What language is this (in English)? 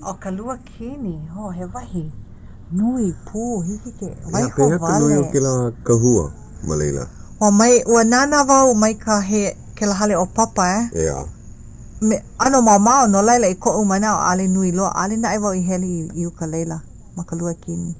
Hawaiian